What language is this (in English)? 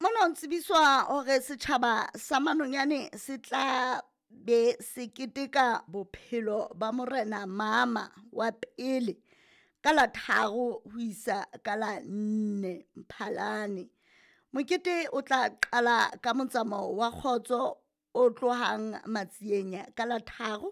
Southern Sotho